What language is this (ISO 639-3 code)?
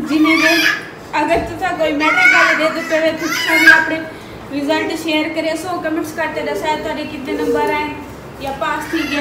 skr